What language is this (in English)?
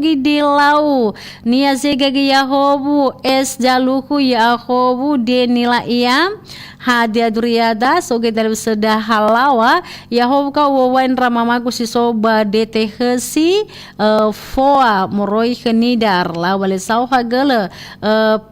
Nias